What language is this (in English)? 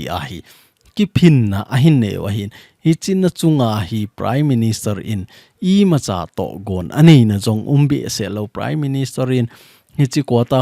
Thado Chin